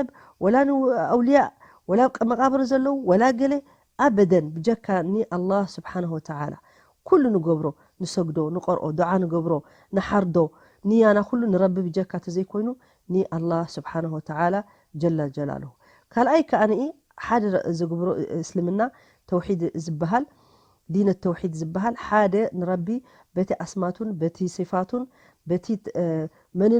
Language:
Tigrinya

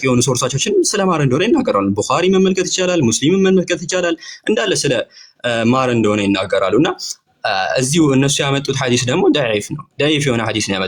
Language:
Amharic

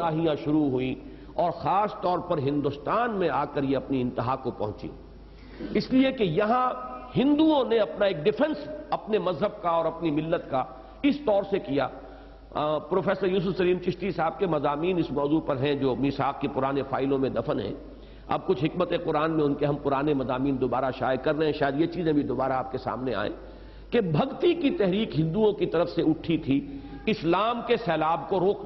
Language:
Urdu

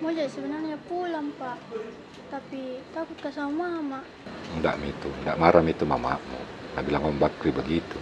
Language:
Makassar Malay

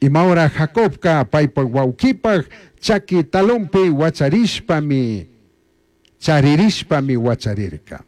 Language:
Chimborazo Highland Quichua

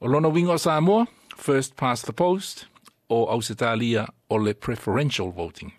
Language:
Samoan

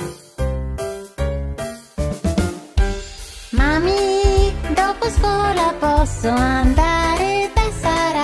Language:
Italian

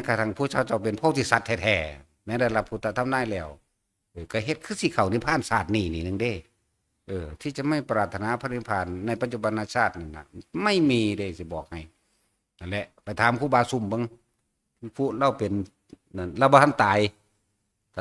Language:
Northeastern Thai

